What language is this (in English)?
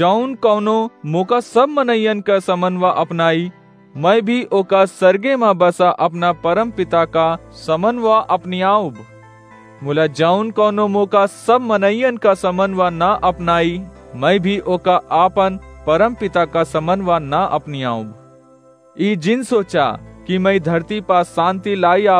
Awadhi